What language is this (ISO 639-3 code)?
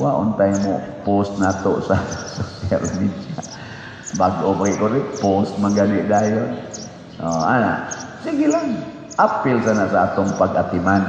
ceb